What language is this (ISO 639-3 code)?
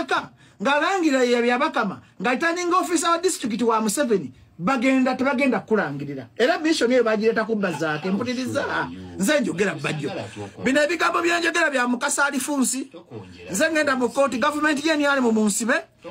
lug